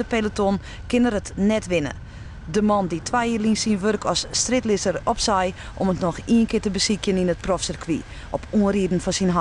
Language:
Western Frisian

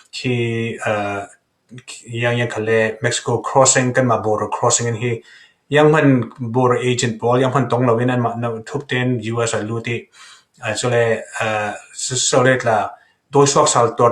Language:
Falam Chin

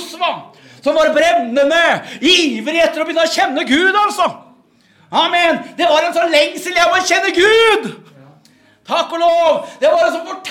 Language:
Norwegian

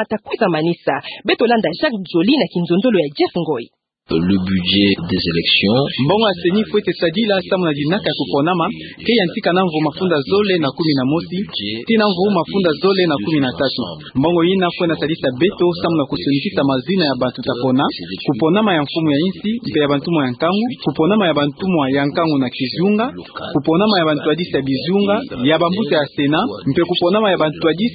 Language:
Kituba (Democratic Republic of Congo)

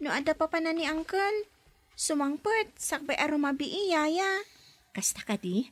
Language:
Iloko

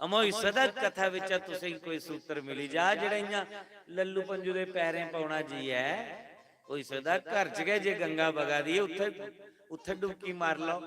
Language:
Dogri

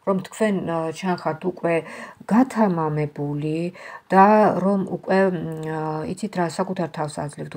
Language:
Georgian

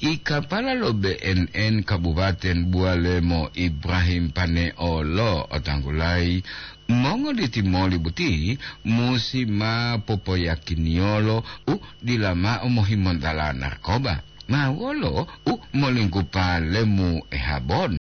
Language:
Gorontalo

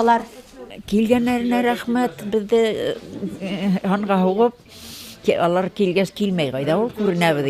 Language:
Bashkir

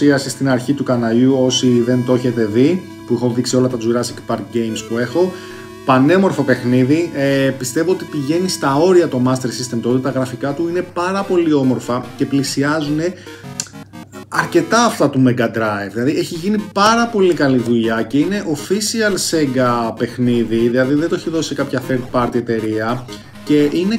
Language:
Greek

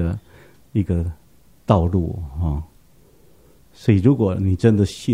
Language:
Chinese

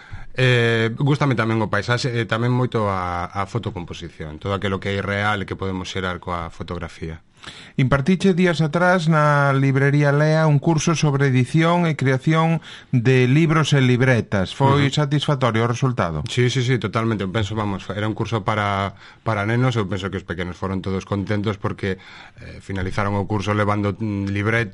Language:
Galician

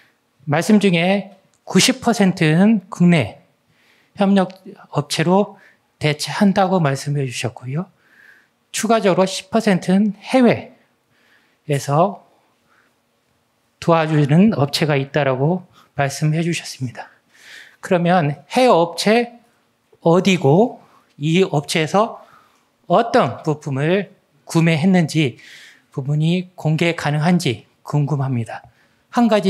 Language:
Korean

